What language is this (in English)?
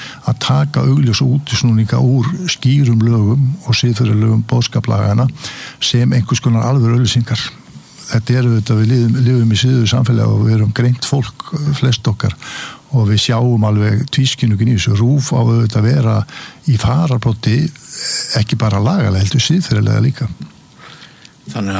Icelandic